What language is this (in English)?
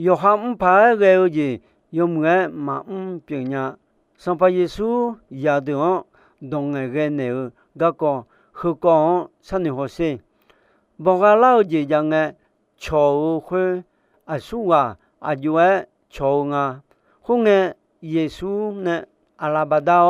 Akha